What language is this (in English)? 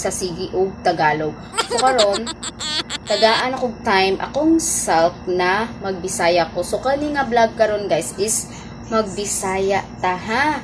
Cebuano